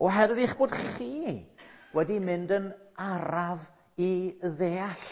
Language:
Welsh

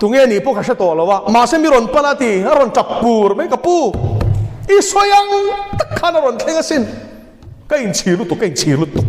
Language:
Mizo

